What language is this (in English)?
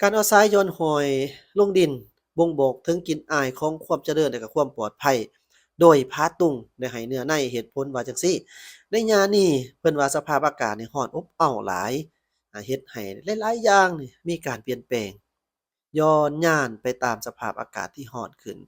Lao